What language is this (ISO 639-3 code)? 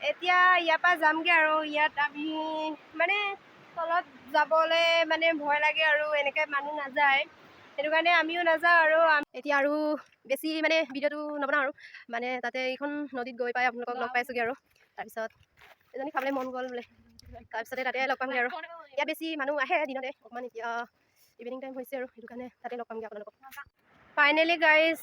asm